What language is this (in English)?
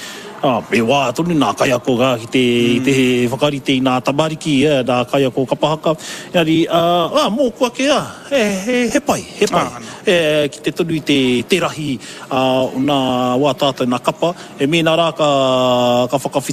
Māori